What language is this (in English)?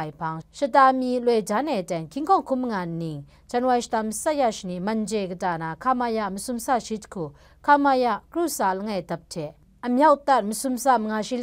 Kachin